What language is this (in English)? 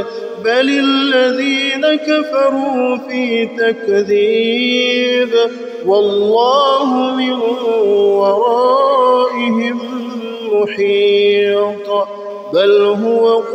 Arabic